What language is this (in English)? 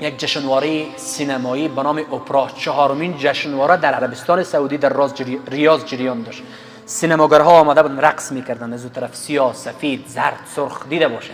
Persian